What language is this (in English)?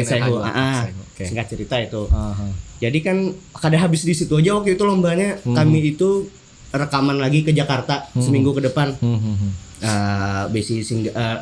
Banjar